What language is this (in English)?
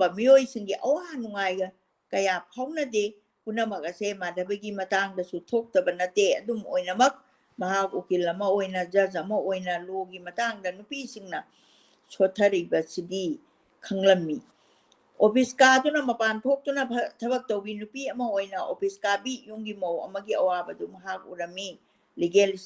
Manipuri